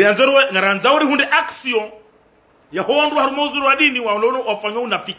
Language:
Ngazidja Comorian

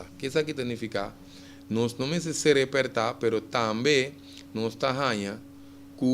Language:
Papiamento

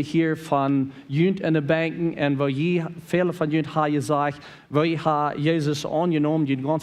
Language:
Plautdietsch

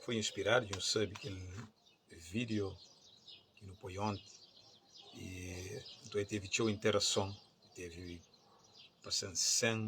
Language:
Kabuverdianu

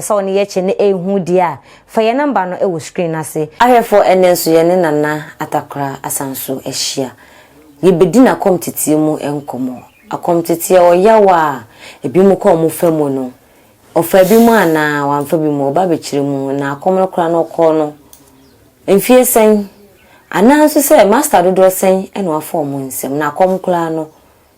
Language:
Akan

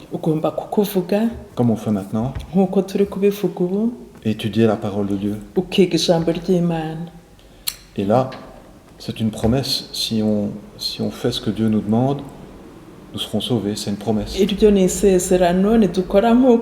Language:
Kinyarwanda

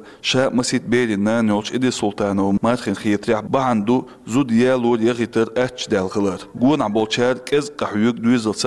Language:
Chechen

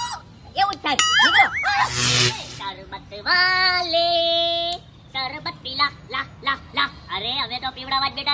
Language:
Gujarati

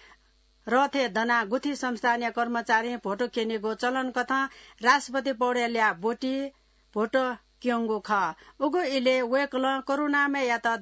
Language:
Newari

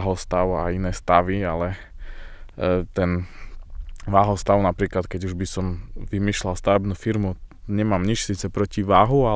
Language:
Slovak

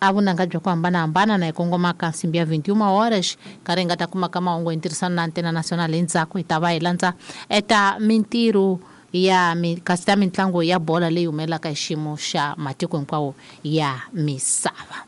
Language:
Tsonga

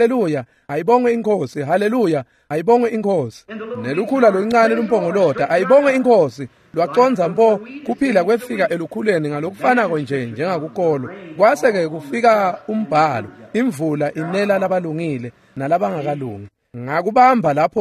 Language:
Swati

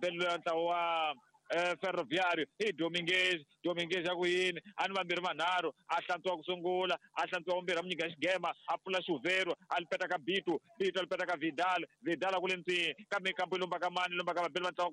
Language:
Tsonga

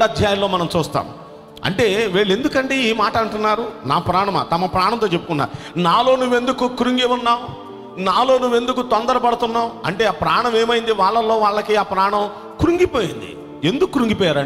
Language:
Telugu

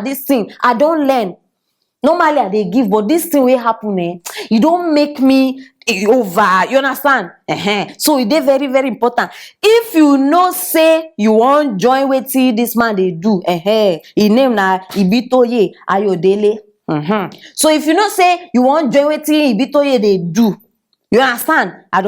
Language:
Nigerian Pidgin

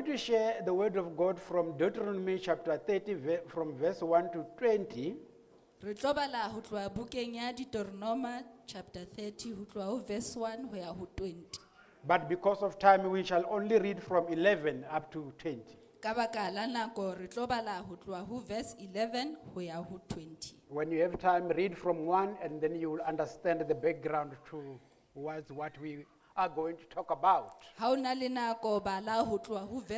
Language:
Southern Sotho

